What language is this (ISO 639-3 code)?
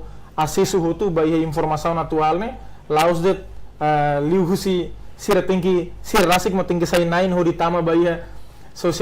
tet